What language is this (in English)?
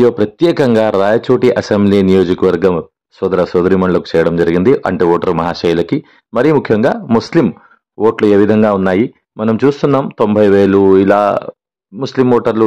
Telugu